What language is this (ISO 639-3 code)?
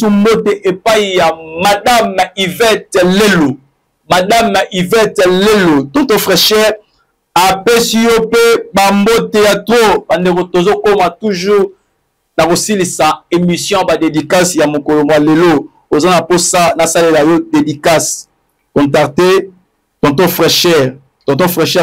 lin